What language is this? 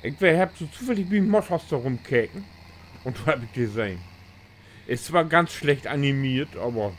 Low German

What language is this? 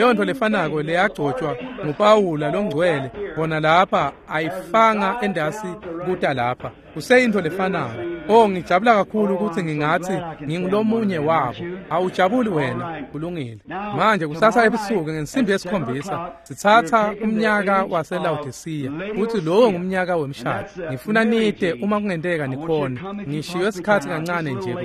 Swati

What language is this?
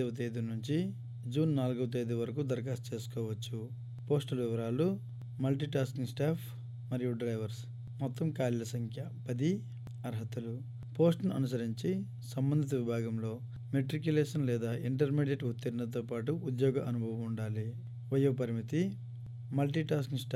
Telugu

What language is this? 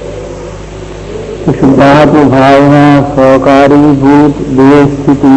Gujarati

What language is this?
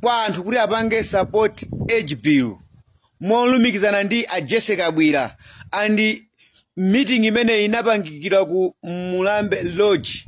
Nyanja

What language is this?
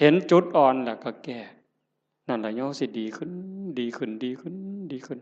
Northeastern Thai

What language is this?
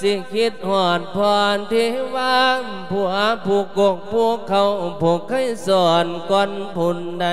Lao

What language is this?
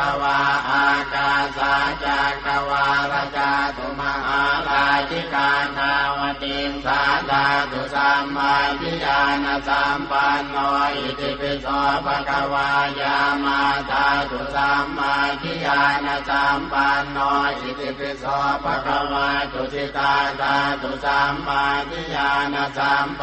Pali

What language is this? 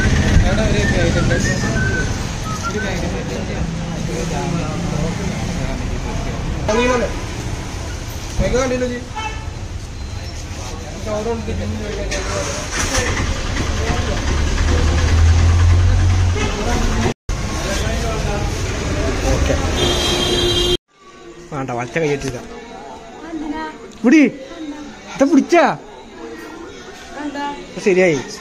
Malayalam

